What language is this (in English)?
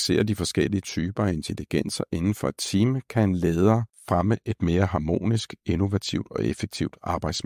Danish